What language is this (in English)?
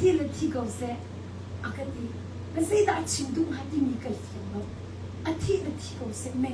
Hakha Chin